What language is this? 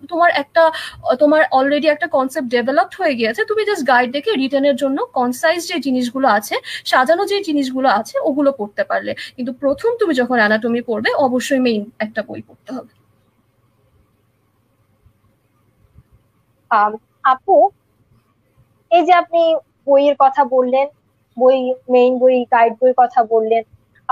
Bangla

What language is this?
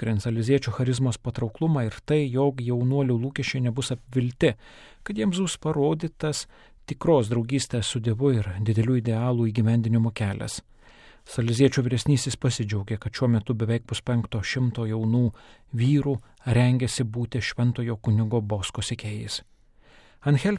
Lithuanian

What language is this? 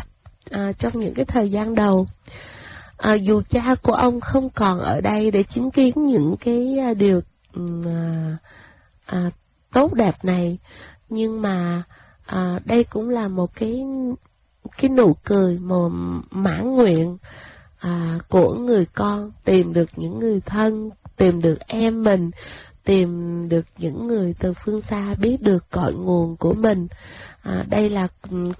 Vietnamese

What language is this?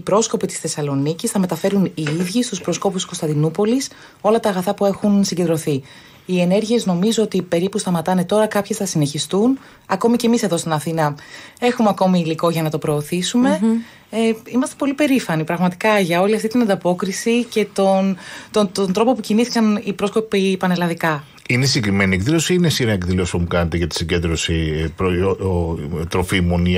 Greek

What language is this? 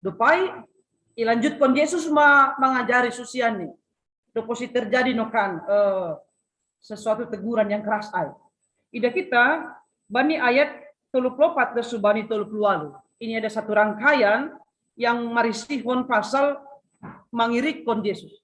Batak Simalungun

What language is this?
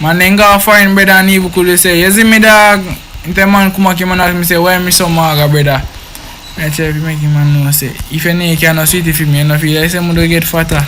Jamaican Creole English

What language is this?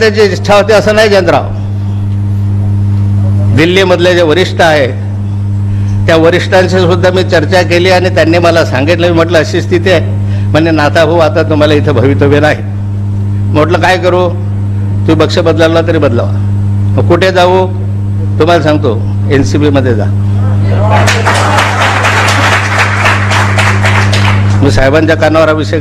Marathi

